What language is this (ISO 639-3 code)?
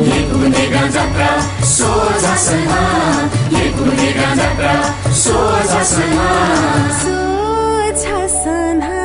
new